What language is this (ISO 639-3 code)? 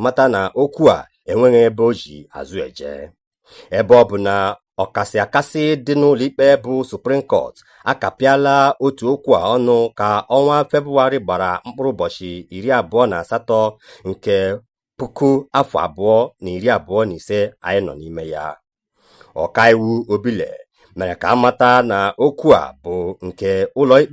ibo